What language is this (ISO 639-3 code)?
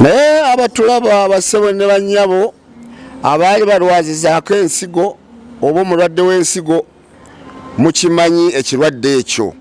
lug